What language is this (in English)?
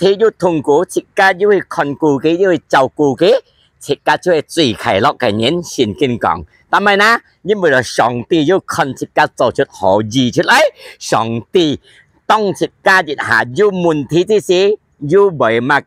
Hakka Chinese